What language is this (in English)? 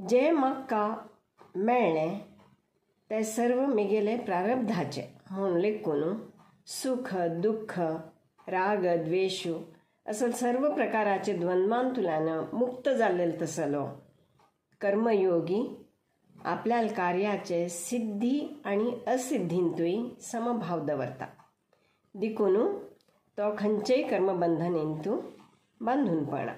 Konkani